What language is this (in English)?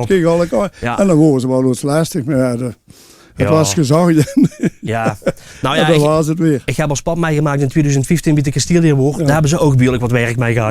Limburgish